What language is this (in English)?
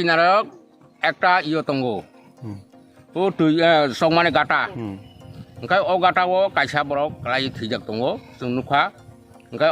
Kok Borok